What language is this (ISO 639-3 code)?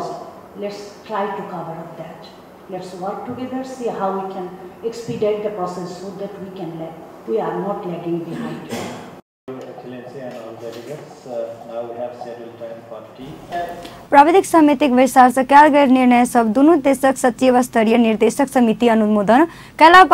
mai